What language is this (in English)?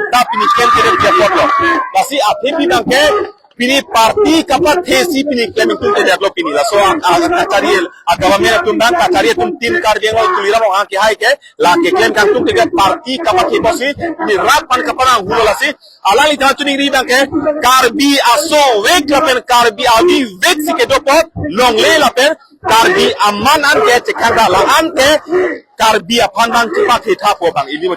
Karbi